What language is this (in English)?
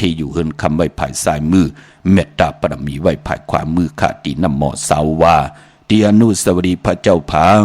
Shan